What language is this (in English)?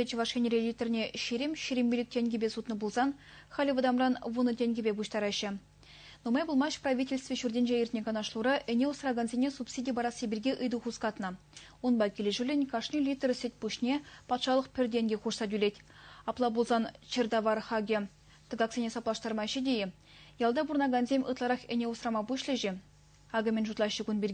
Chuvash